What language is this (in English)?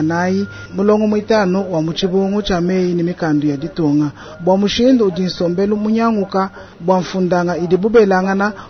Luba-Lulua